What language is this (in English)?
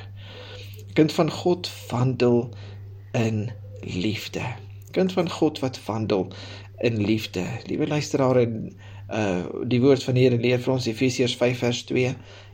Afrikaans